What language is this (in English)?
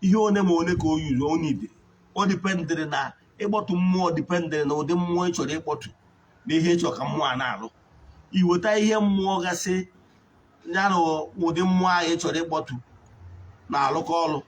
Igbo